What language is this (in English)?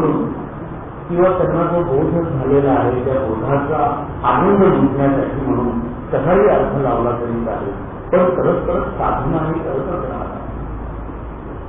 Marathi